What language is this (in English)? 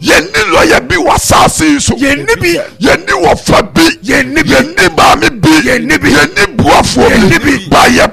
Akan